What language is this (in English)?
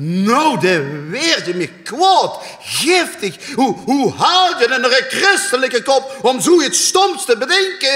Limburgish